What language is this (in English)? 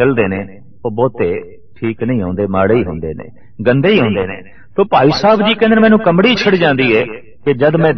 Punjabi